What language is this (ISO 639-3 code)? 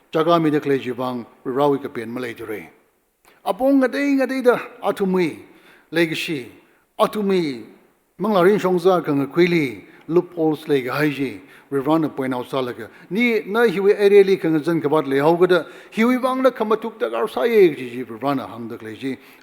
nmf